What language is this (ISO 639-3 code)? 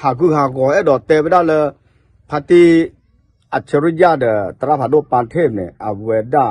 ksw